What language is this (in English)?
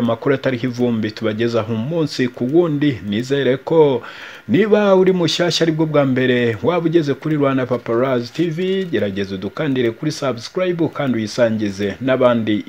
Kinyarwanda